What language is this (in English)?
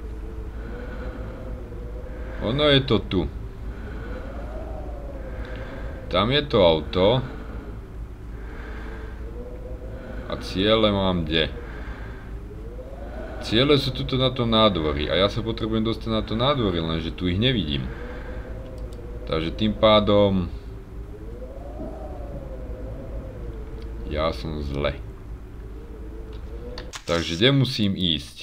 Slovak